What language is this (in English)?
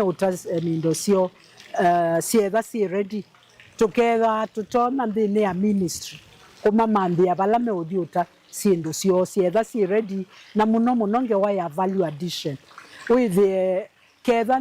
Kamba